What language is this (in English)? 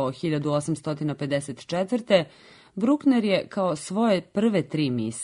Serbian